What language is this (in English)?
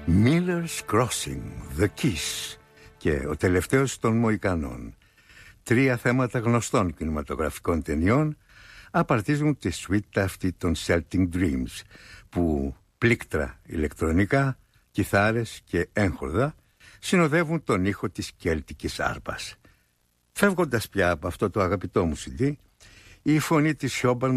Greek